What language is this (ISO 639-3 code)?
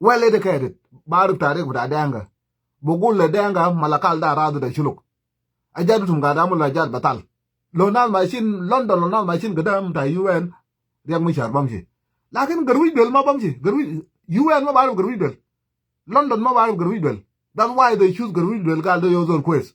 nus